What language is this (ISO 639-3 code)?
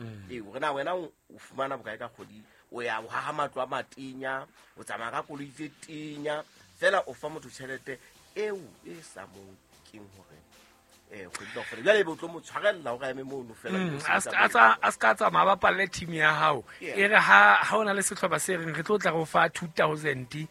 sot